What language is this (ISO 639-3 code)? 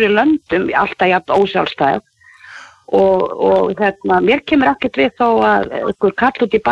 isl